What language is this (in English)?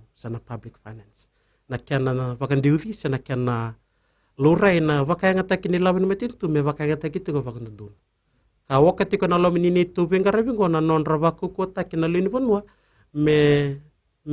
Fijian